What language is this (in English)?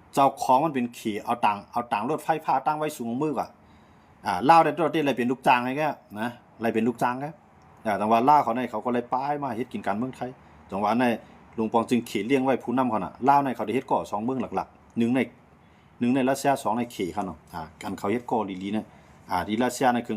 Shan